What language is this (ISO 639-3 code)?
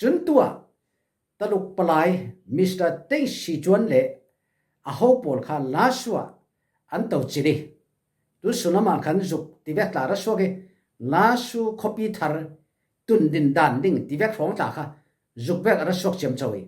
cfm